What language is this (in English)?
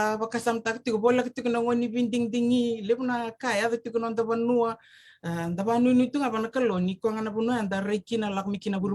Fijian